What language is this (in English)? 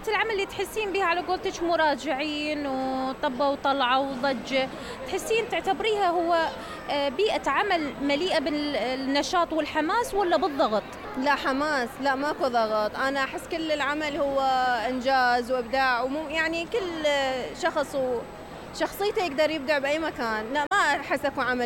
Mesopotamian Arabic